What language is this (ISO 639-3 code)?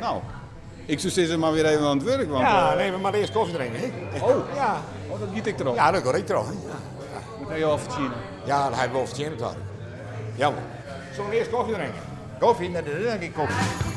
fry